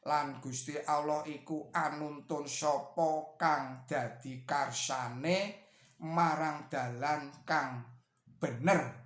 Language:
Javanese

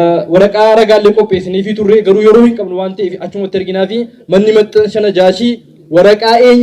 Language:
Oromo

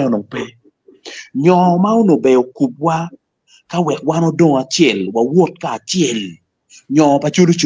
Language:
Acoli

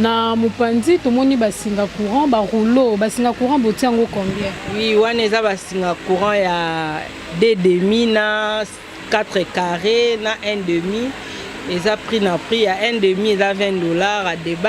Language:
Lingala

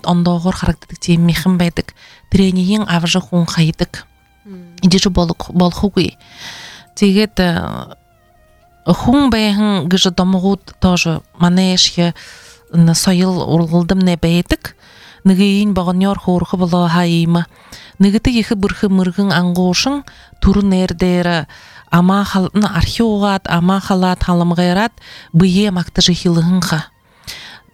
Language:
Buriat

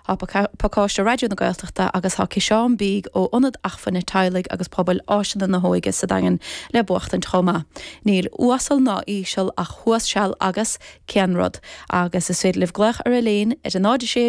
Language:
Irish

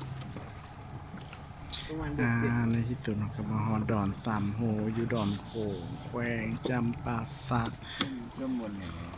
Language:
Lao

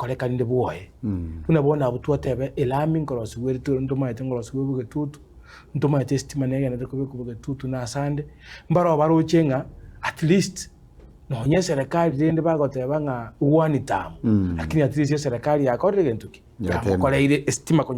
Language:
Gusii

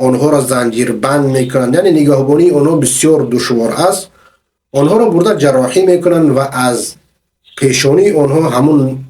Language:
Persian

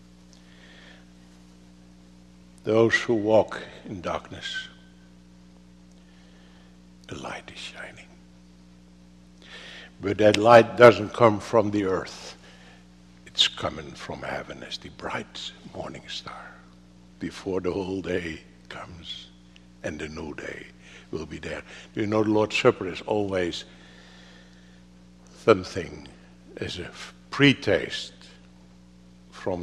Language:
English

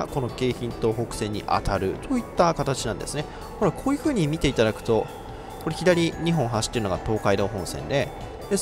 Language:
Japanese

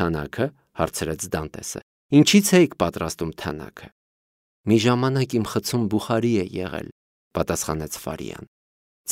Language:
Armenian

